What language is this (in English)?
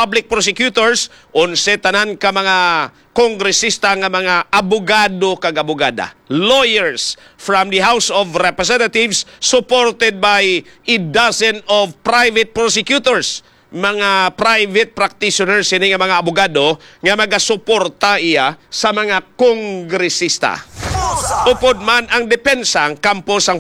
Hiligaynon